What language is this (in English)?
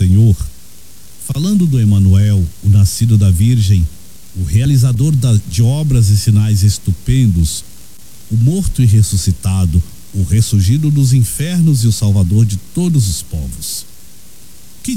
Portuguese